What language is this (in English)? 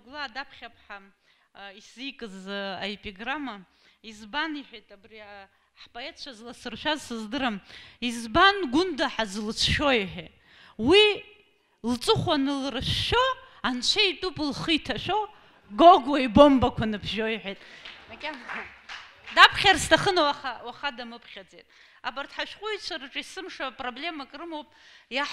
Abkhazian